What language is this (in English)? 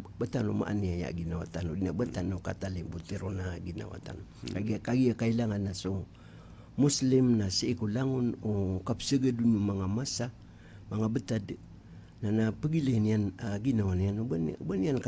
Maranao